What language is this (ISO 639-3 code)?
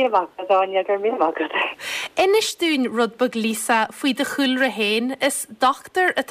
gle